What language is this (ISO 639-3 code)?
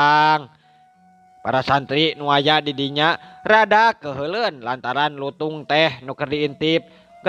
sun